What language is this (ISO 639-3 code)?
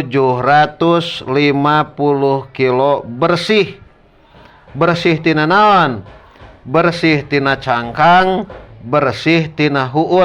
sun